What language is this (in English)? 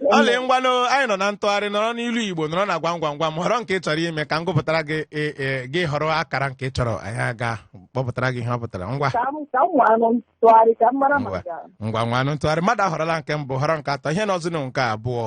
Igbo